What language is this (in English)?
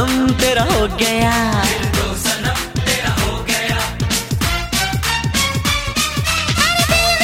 Hindi